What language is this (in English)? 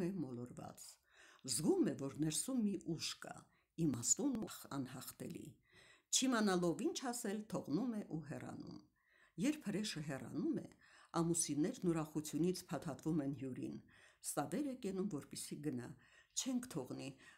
Armenian